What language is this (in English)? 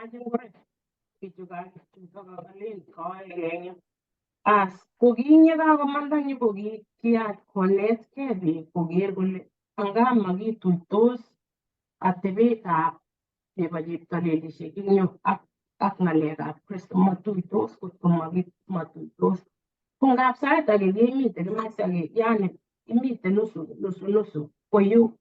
Kalenjin